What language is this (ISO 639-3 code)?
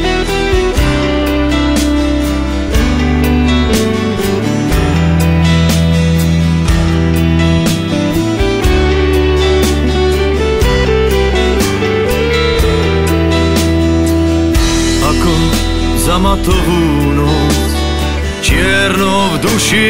slk